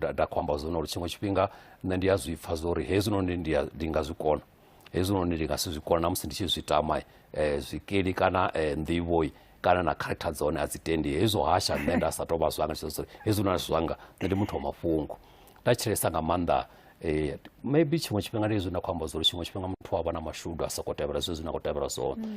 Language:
Venda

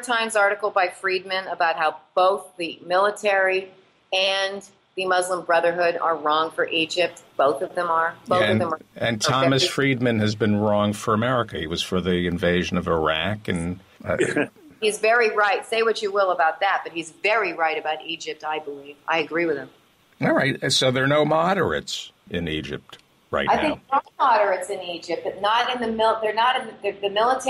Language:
English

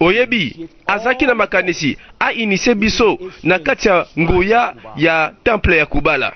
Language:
Lingala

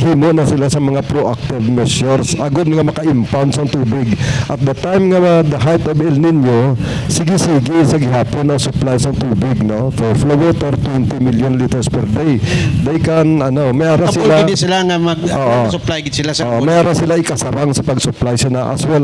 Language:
Hiligaynon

